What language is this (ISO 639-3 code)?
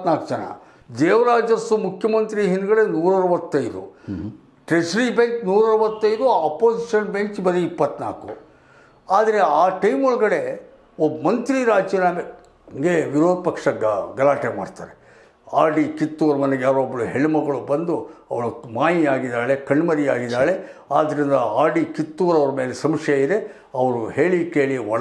kan